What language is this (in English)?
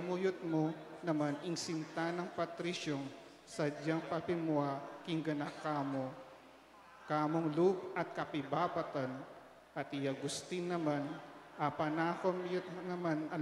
Pampanga